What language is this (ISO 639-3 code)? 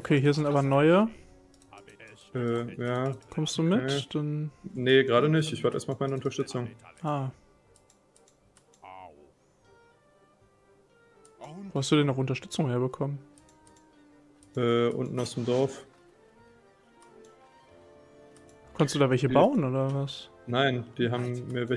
deu